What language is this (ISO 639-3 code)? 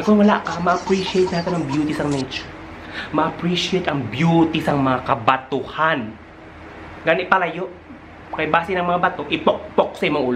hil